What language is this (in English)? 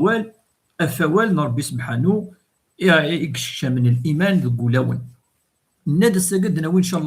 Kabyle